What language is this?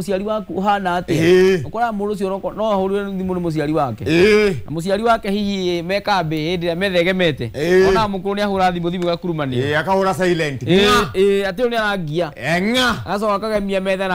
Kikuyu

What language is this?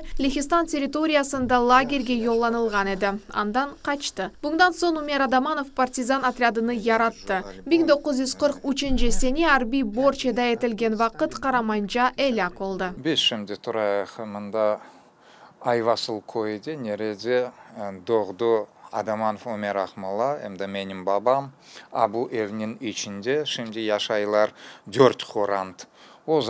Crimean Tatar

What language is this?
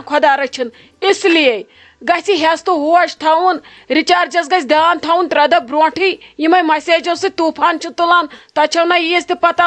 Kashmiri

